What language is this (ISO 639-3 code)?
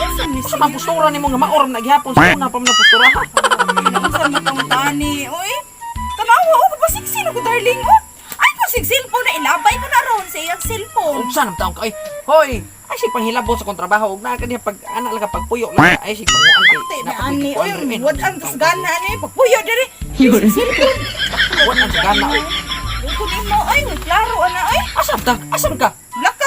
ceb